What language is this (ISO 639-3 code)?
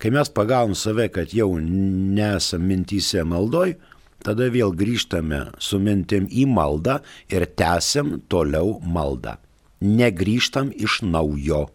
lit